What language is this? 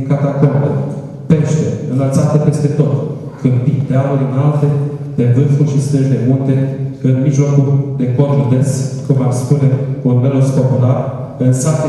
Romanian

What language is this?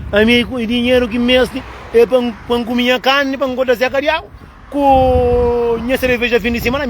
Kabuverdianu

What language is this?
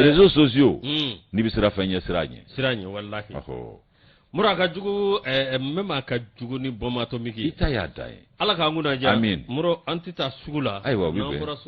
Bambara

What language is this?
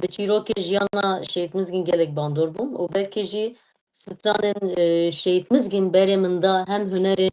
Kurdish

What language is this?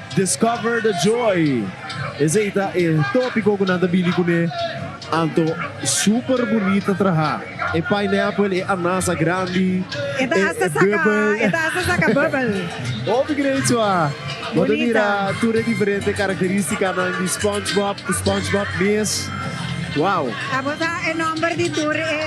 Papiamento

